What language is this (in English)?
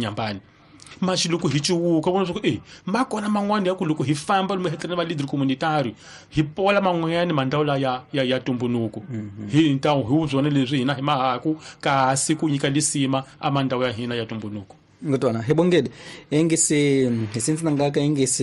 Tsonga